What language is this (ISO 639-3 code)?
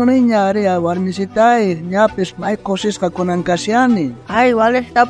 quh